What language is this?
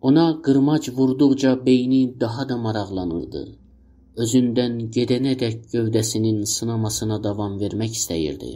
South Azerbaijani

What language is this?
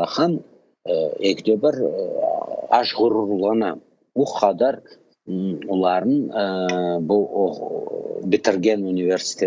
Crimean Tatar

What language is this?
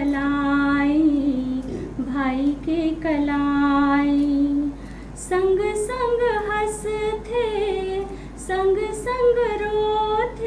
Chhattisgarhi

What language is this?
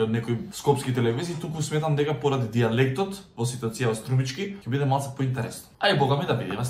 Macedonian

